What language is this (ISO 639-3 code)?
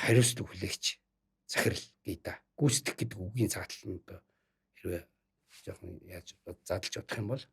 mon